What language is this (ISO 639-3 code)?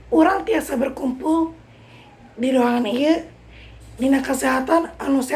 sun